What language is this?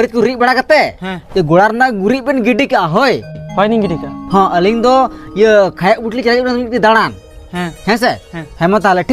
Santali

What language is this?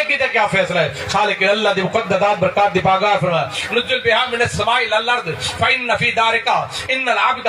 Saraiki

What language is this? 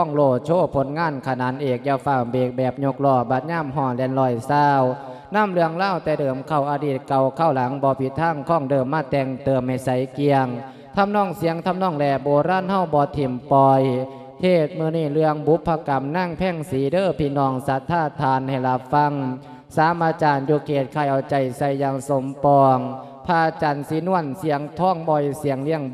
Lao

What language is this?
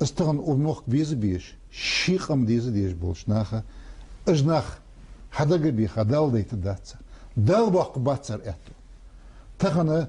Ingush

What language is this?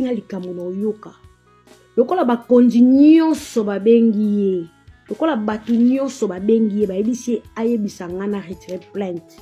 Lingala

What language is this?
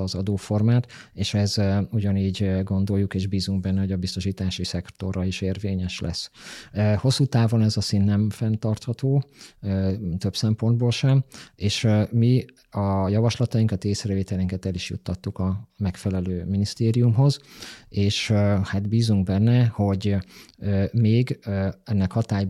Hungarian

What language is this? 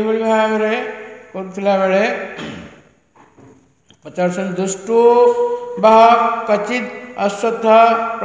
Odia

